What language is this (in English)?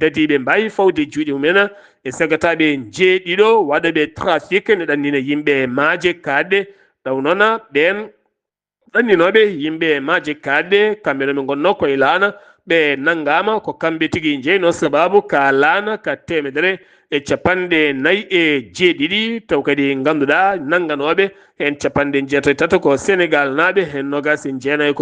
Fula